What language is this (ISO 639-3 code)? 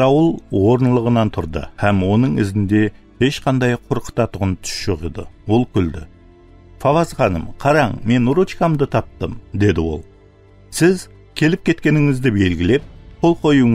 kaa